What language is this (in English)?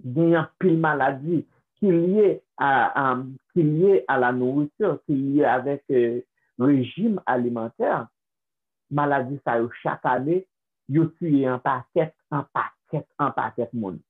Haitian Creole